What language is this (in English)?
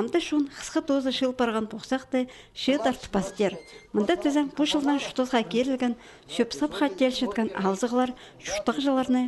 Khakas